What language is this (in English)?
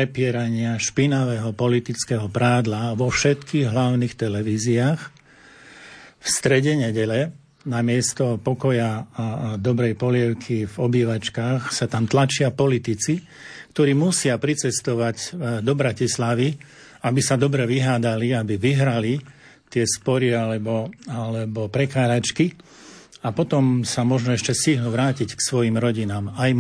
Slovak